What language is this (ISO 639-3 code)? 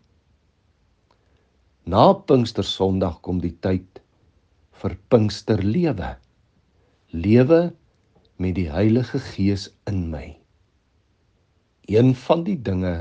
afr